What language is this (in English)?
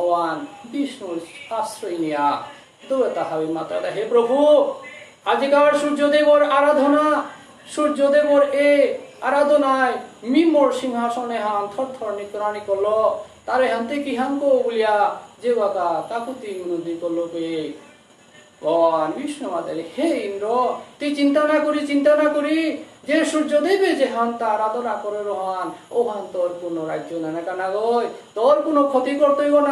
Bishnupriya